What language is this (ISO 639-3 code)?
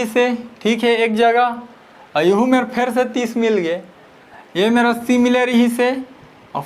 hne